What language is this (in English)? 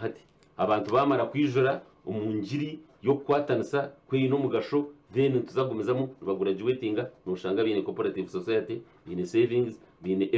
Nyankole